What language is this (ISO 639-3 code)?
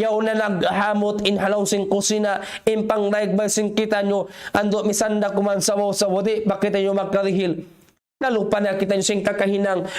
tsg